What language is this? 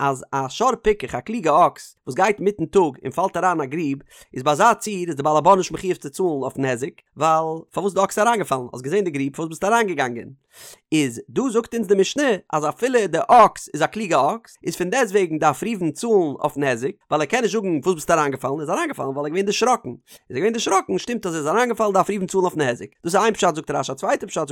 Yiddish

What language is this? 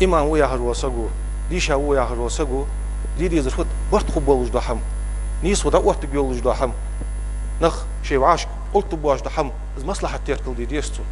Ingush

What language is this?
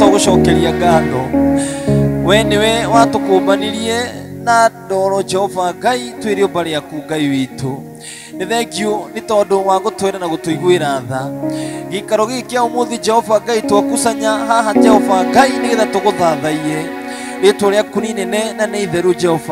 Kikuyu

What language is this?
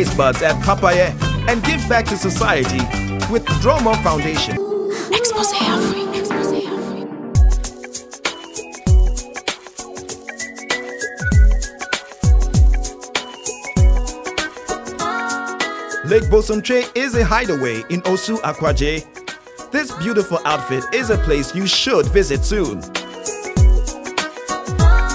English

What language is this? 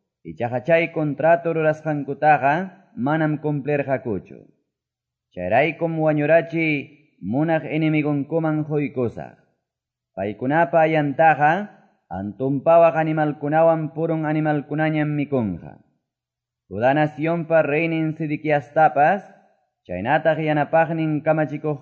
Quechua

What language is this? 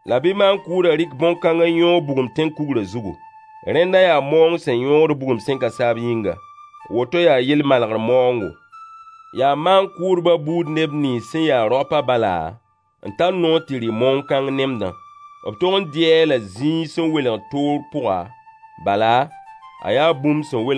Mossi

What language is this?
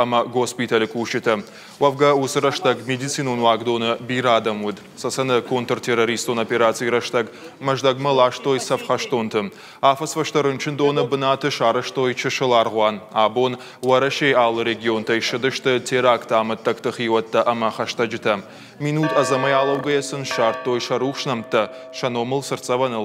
Ossetic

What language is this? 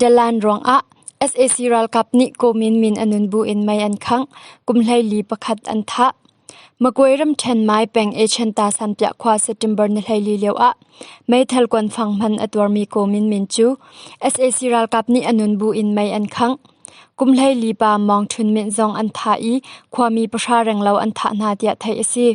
Hakha Chin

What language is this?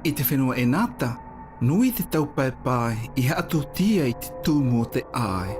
South Marquesan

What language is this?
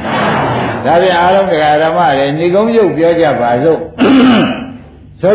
Burmese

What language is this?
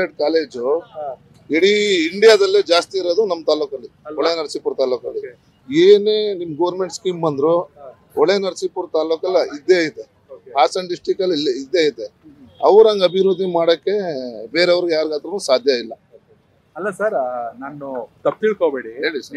Kannada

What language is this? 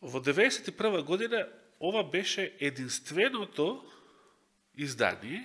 Macedonian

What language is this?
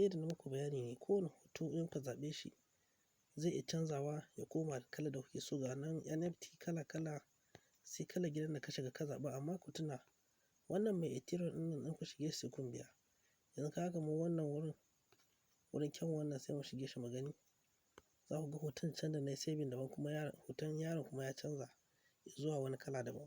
Hausa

